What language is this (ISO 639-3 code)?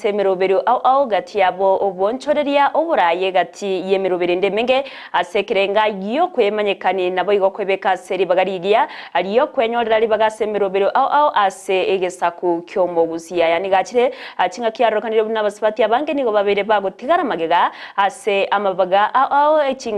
guz